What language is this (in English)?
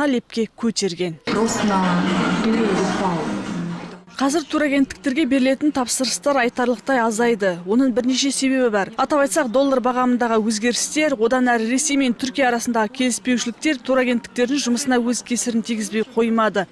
Kazakh